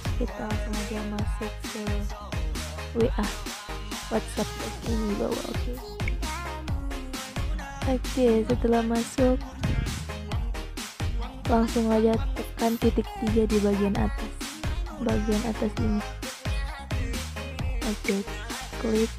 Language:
Indonesian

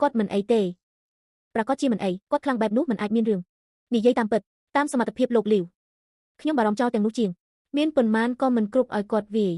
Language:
Khmer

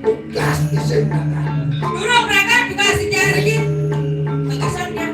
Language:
Balinese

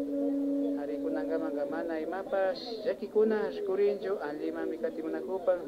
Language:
Imbabura Highland Quichua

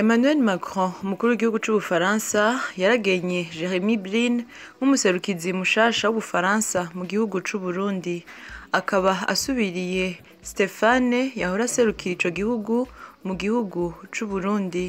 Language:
Rundi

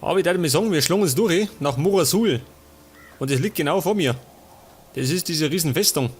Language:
Bavarian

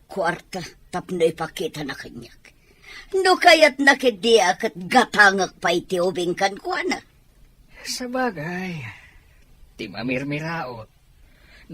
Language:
Iloko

